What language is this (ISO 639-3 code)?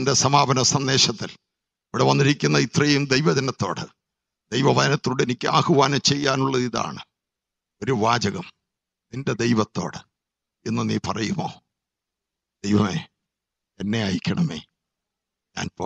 mal